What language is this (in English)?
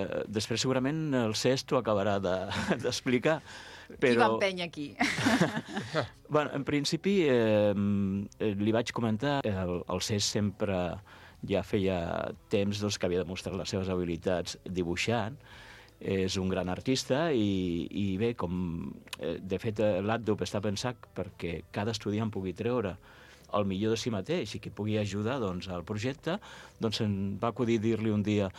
Catalan